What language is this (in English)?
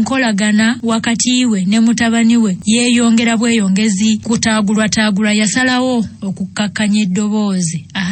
Ganda